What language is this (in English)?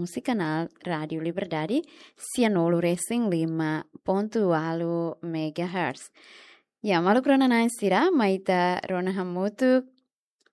Tetum